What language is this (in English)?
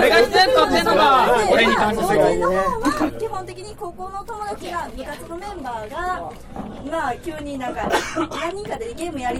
Japanese